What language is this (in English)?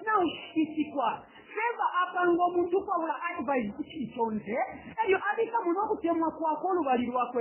Bemba